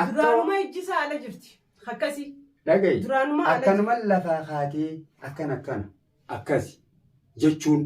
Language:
Oromo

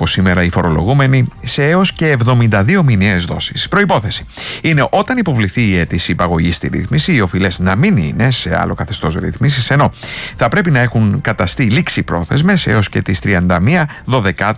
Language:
Greek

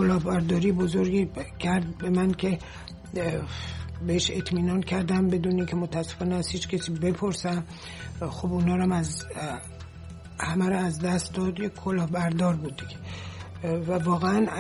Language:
Persian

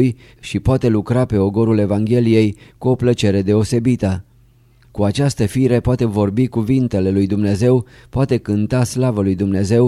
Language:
Romanian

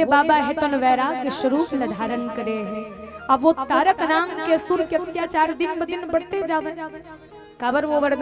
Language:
Chhattisgarhi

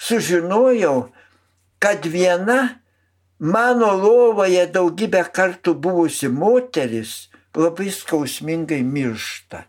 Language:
Lithuanian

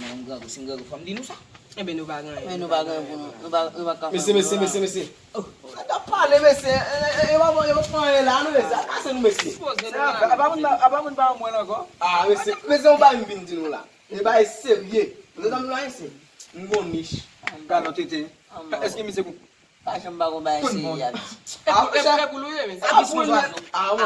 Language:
Haitian Creole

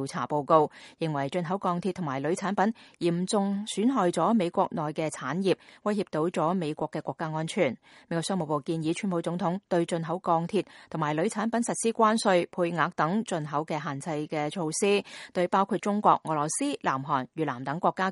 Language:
Cantonese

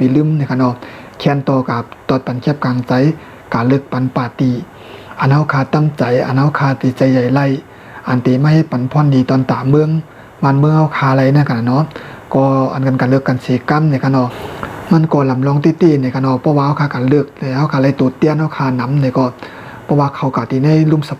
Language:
Shan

